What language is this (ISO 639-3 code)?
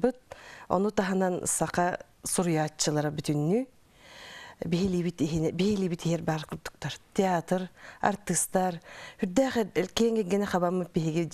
sah